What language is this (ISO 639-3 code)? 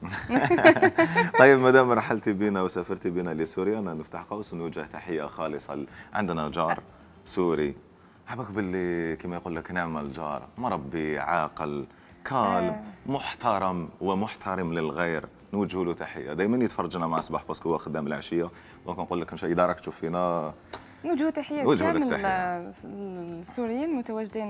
arq